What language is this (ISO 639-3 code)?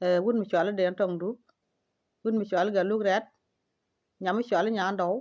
nus